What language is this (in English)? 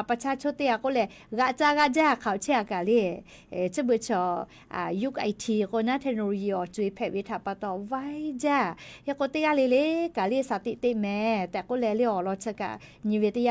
Lahu